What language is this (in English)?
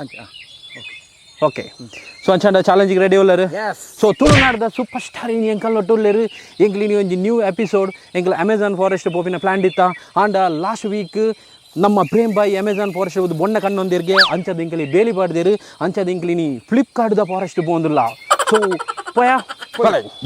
Tulu